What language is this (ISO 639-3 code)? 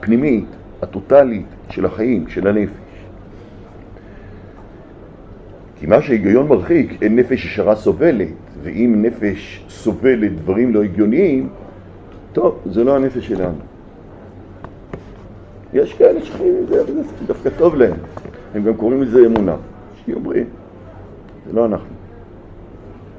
heb